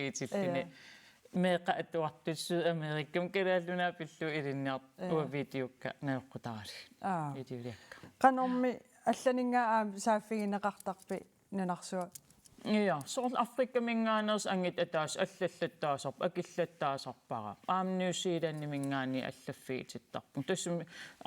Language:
Kalaallisut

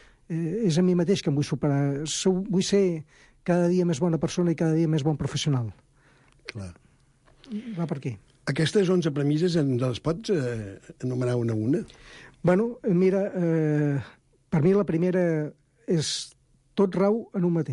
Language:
Catalan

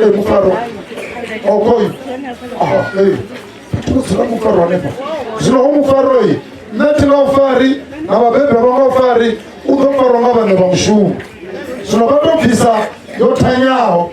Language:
Venda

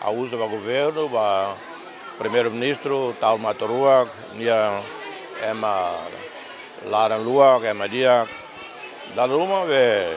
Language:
Tetum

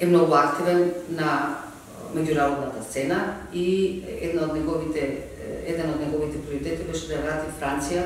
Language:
Macedonian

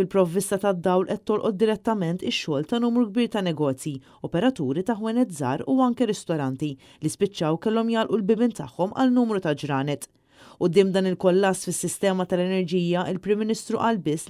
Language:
Maltese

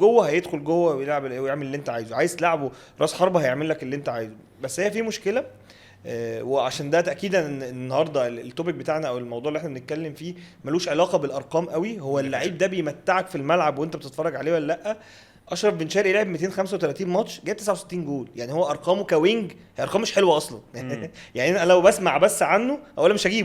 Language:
Egyptian Arabic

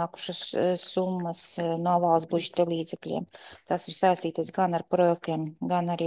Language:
Latvian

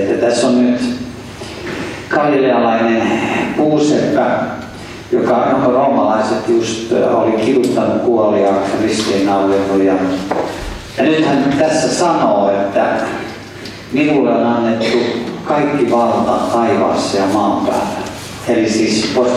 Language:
Finnish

